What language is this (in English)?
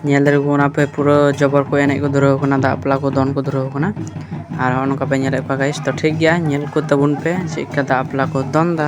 Santali